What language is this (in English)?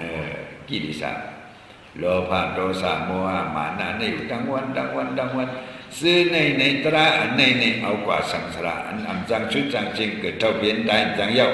Shan